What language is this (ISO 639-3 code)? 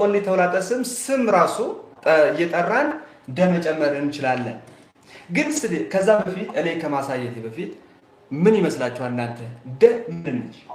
amh